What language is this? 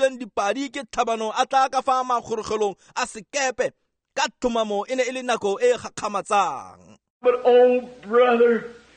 Tswana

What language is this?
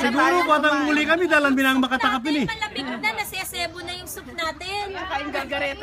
Pampanga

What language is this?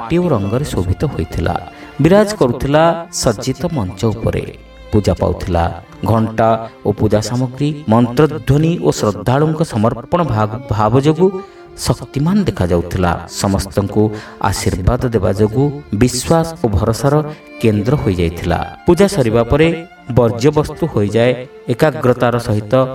Odia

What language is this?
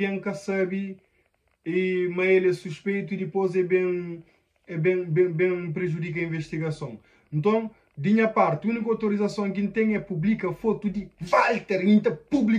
Kabuverdianu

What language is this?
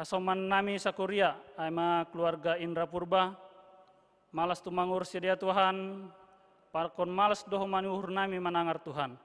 Batak Simalungun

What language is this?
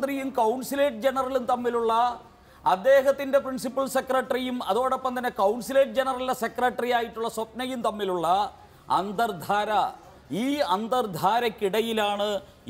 Malayalam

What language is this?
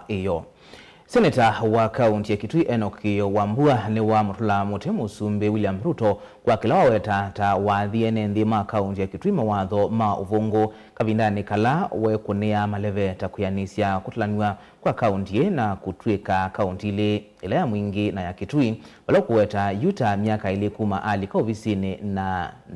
Kamba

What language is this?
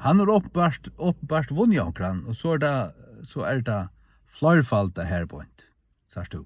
Faroese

